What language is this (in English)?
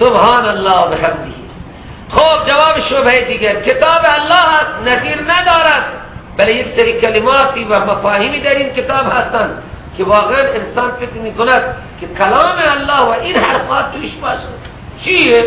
Persian